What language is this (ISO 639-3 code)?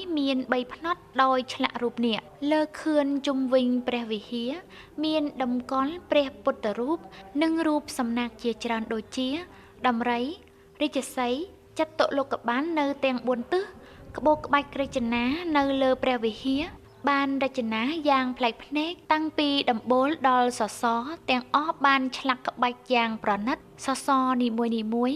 khm